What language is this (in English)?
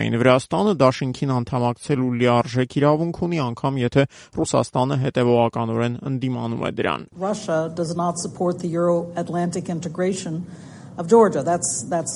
Armenian